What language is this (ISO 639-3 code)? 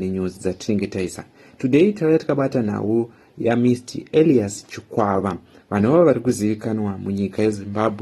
sna